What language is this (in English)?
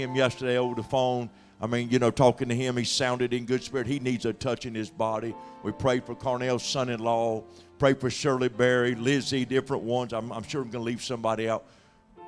English